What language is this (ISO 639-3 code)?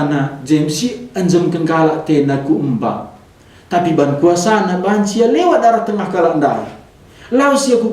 btx